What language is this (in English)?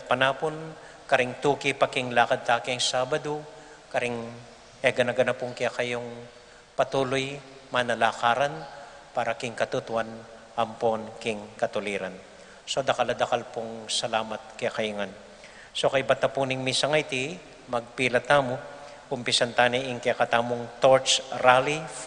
Pampanga